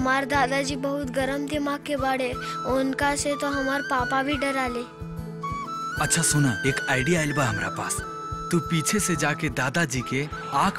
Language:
Bhojpuri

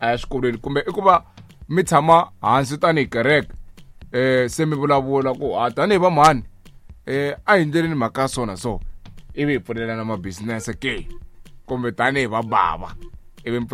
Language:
Tsonga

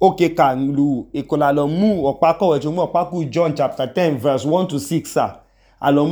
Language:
Idoma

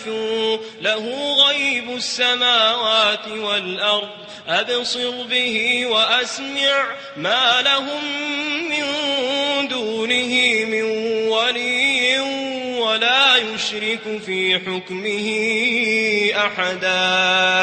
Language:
Maranao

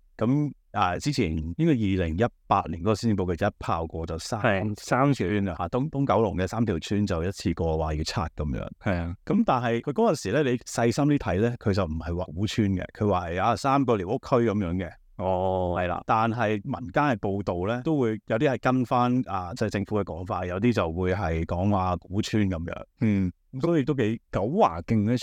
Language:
Cantonese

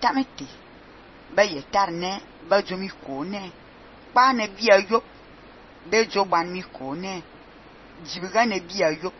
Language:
Fang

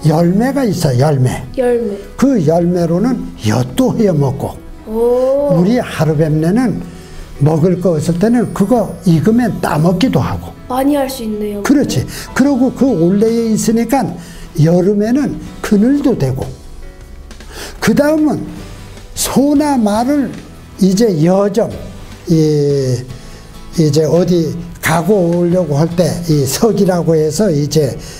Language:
Korean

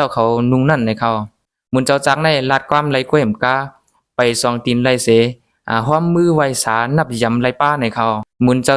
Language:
Shan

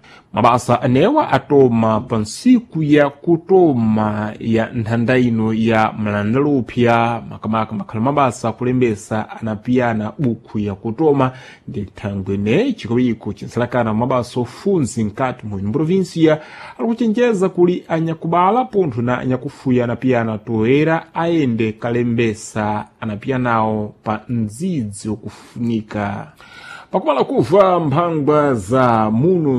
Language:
Sena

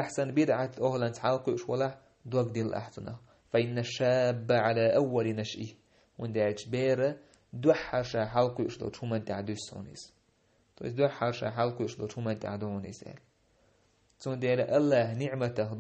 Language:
Chechen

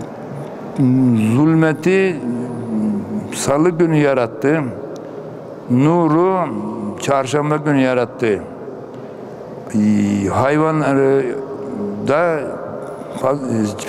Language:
Turkish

